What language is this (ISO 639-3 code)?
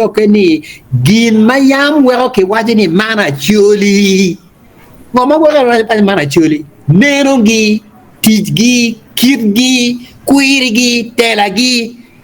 ach